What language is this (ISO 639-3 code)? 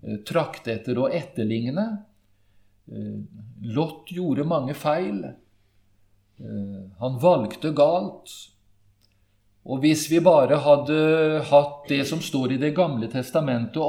nor